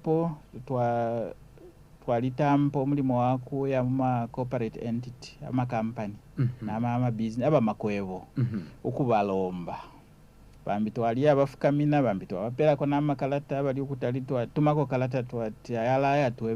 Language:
Bemba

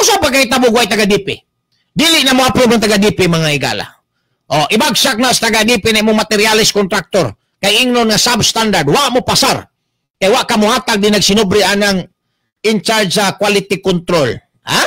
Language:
Cebuano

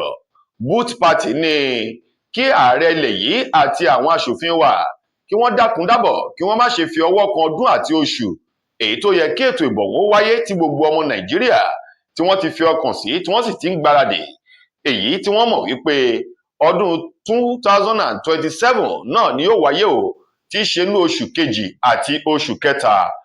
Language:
Yoruba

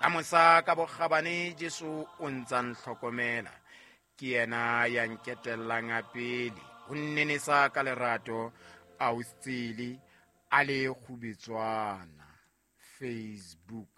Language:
Southern Sotho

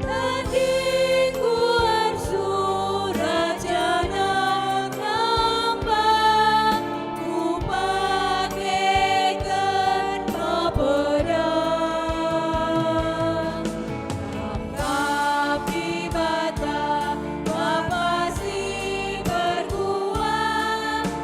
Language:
Batak Karo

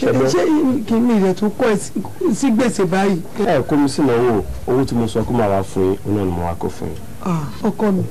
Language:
Yoruba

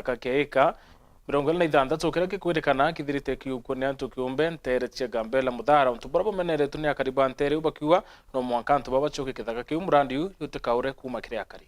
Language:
Meru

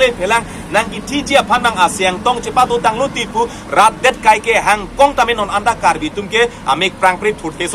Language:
Karbi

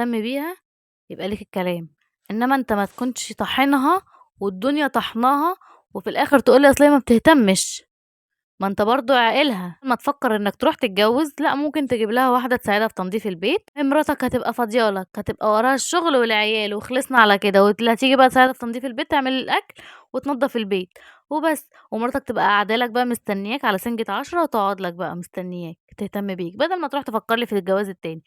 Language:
Egyptian Arabic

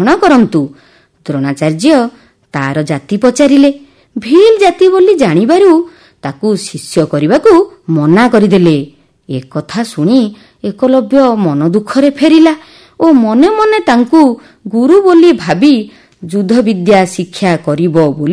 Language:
Odia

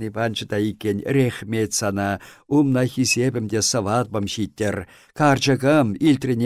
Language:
Chuvash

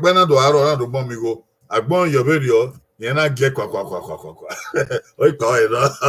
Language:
Bini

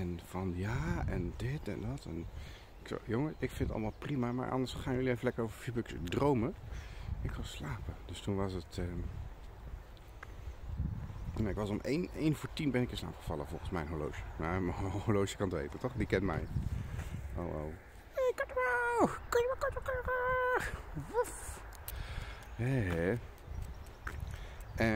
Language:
Dutch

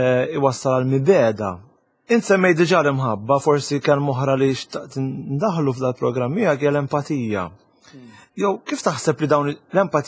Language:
Maltese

